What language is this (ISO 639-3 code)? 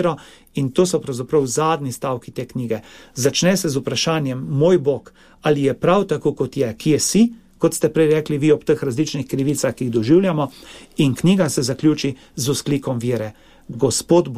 slv